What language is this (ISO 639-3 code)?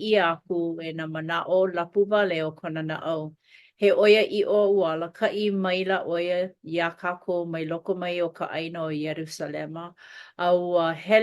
haw